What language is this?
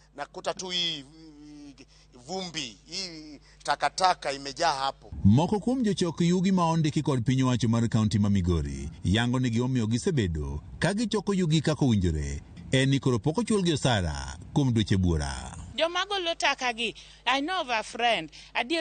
Luo (Kenya and Tanzania)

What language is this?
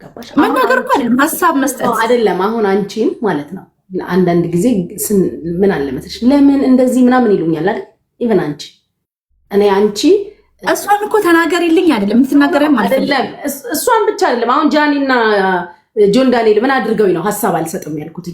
Amharic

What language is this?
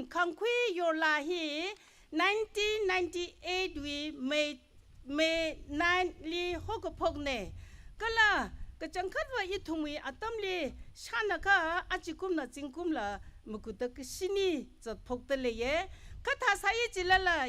Tangkhul Naga (India)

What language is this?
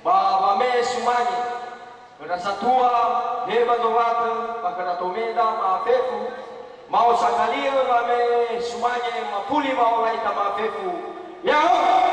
Nias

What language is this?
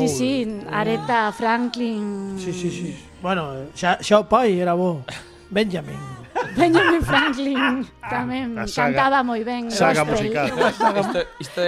Galician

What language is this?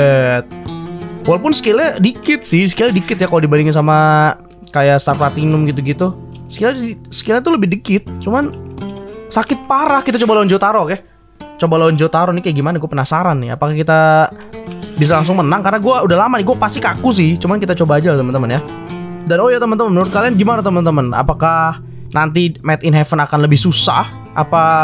Indonesian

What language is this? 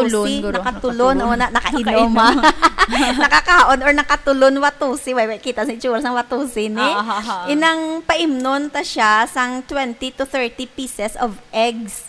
Hiligaynon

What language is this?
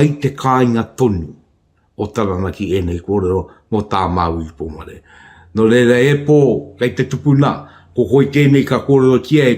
Māori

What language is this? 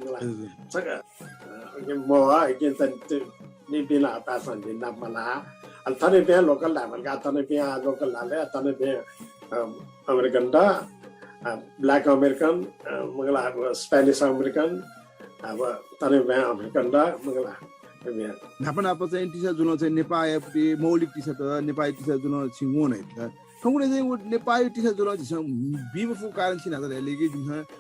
Newari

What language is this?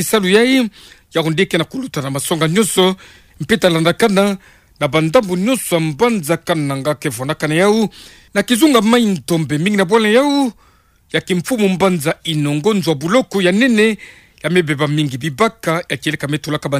Kituba (Democratic Republic of Congo)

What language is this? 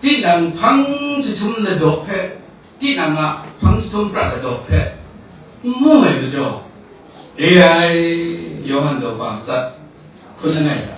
Kachin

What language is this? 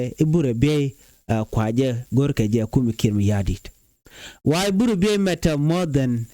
Nuer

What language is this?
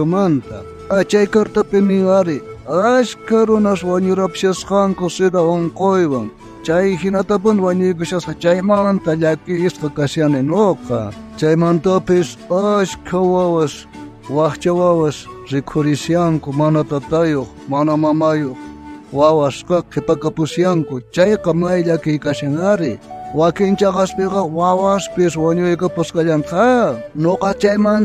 South Bolivian Quechua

